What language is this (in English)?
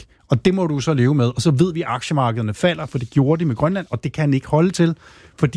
Danish